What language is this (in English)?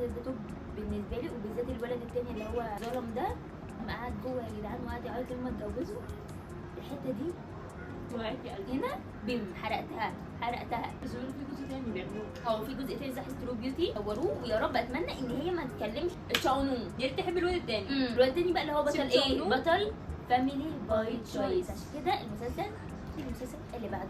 Egyptian Arabic